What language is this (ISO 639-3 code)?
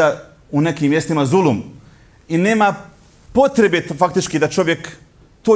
bos